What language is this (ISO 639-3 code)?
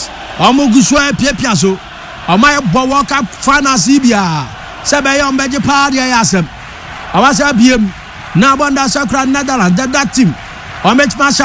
aka